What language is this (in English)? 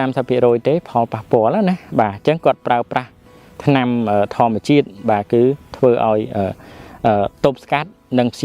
Khmer